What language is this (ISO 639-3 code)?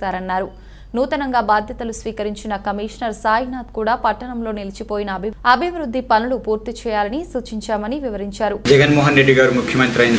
tel